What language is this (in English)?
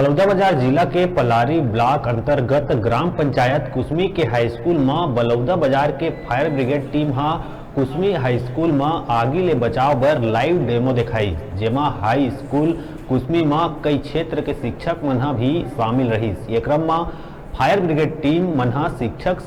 Chhattisgarhi